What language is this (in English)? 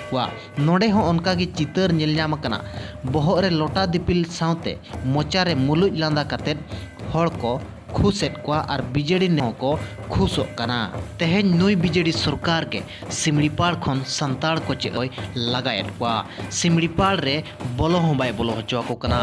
Santali